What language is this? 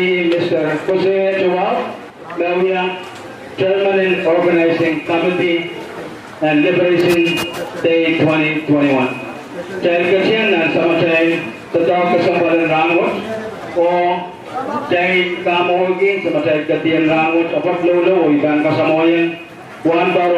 Pohnpeian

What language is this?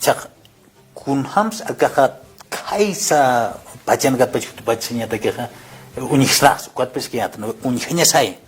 Aymara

